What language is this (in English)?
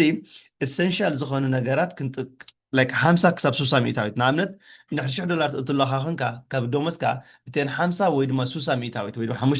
Tigrinya